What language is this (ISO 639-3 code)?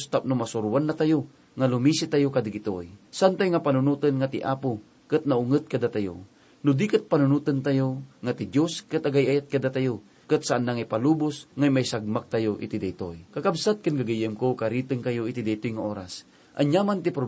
ilo